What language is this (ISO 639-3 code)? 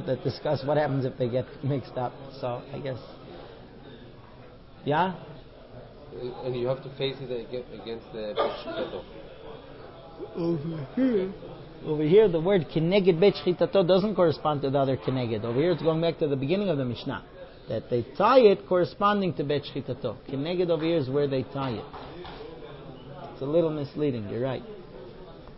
eng